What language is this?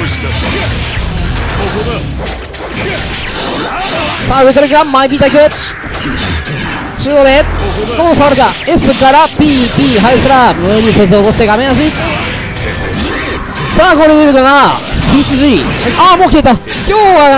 Japanese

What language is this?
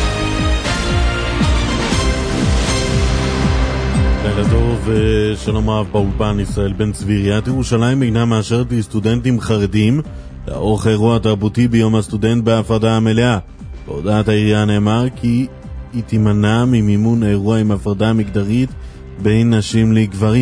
Hebrew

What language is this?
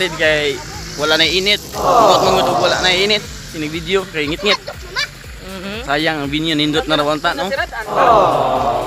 Cebuano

